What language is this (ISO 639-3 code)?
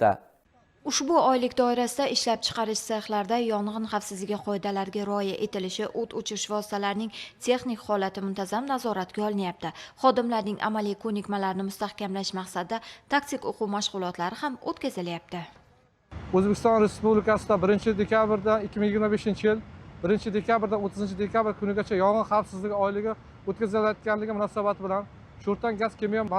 uzb